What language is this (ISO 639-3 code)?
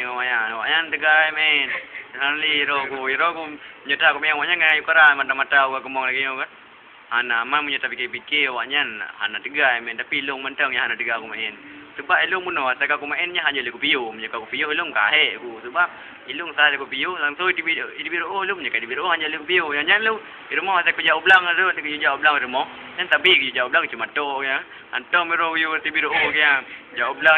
ace